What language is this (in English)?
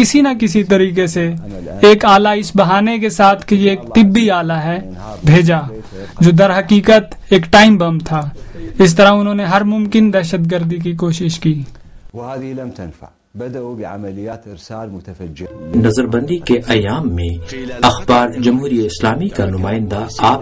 Urdu